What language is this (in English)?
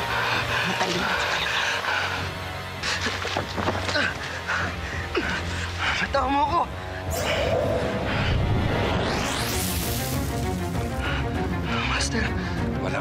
Filipino